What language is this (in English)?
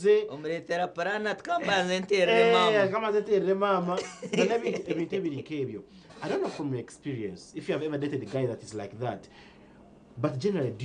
Nyankole